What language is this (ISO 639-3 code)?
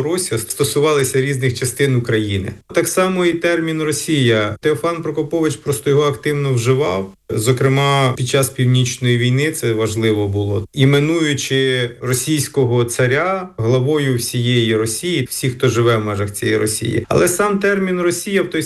ukr